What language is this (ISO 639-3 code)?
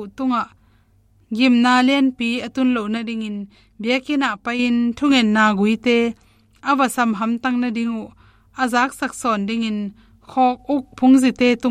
ctd